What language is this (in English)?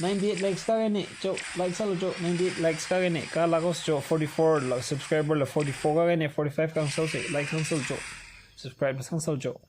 Tangkhul Naga (India)